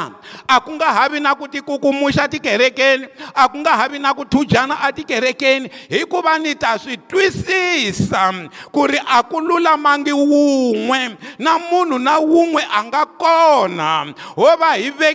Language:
Tsonga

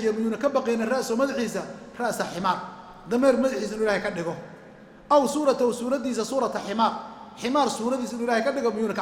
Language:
Somali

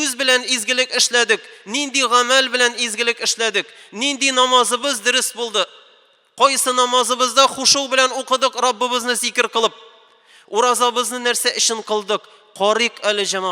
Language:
Tatar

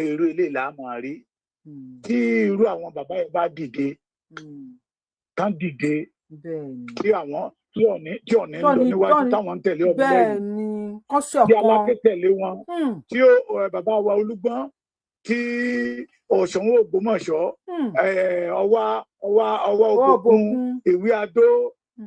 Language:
Yoruba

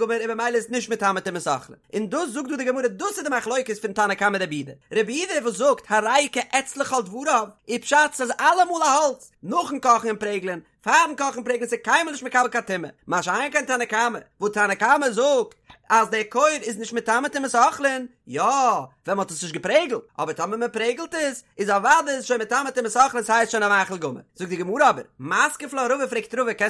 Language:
Yiddish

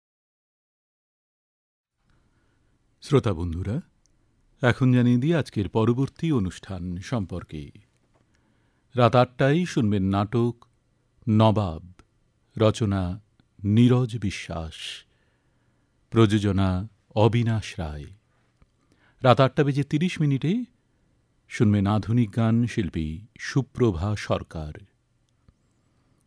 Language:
Bangla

